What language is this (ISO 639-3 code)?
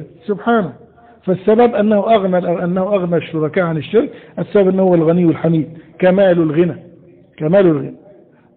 ara